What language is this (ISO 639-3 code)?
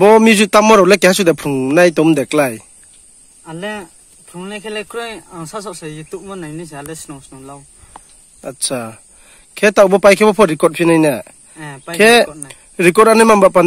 ria